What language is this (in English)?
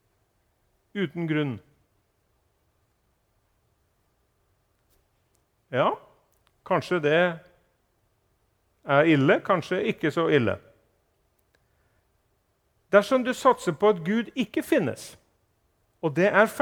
Norwegian